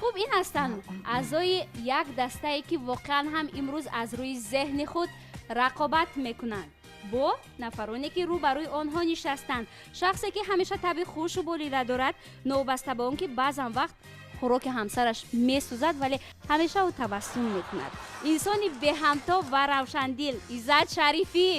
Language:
Tajik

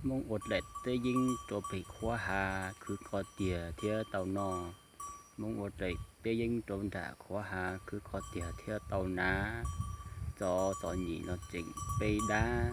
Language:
Hmong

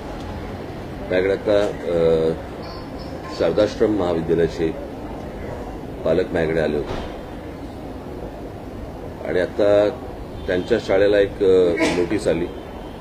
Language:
Marathi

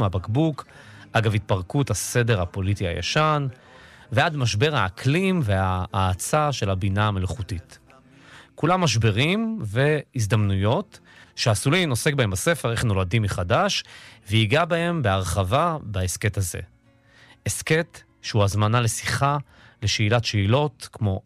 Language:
Hebrew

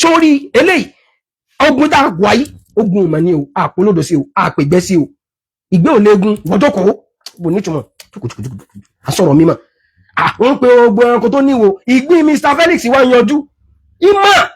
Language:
Yoruba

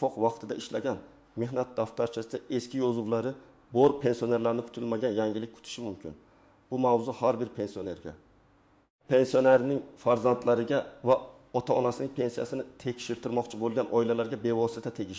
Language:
Uzbek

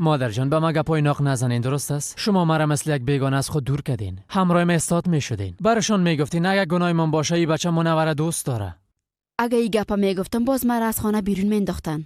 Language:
Persian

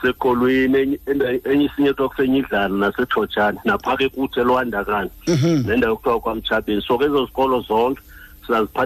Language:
Xhosa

